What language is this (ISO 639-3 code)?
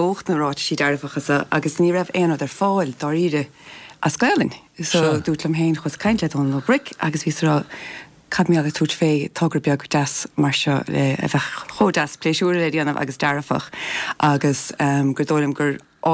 gle